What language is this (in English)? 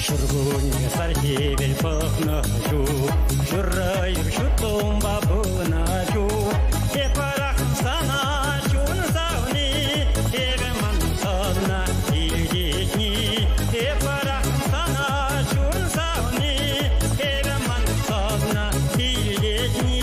Chuvash